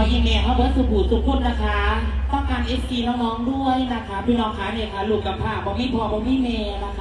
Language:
Northeastern Thai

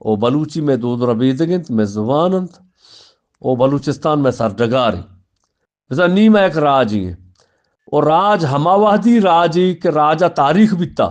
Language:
Eastern Balochi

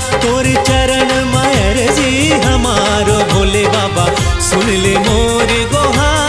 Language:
Chhattisgarhi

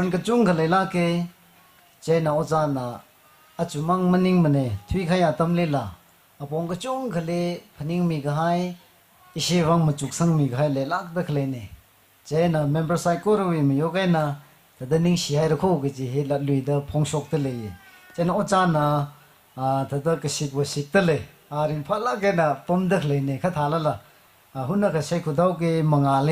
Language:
Tangkhul Naga (India)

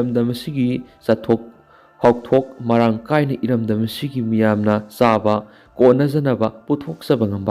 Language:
Manipuri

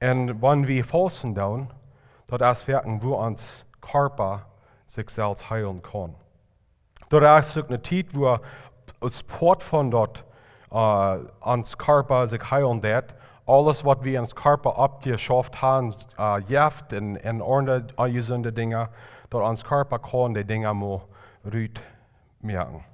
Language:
Plautdietsch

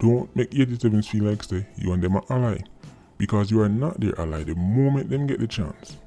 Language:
Jamaican Creole English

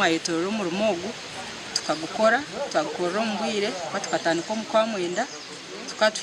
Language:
Nyankole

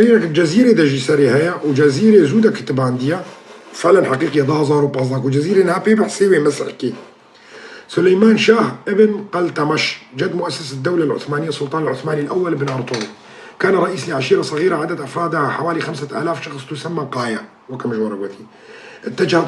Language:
Kurdish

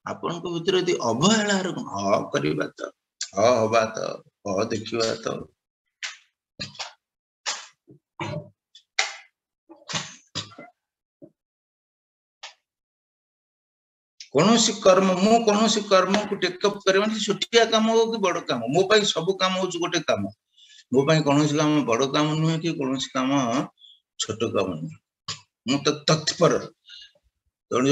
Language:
Odia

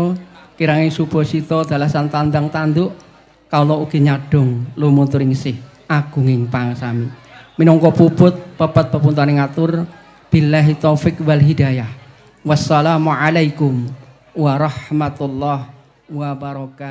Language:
Javanese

